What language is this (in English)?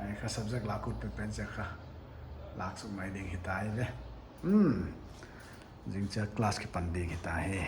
Paite Chin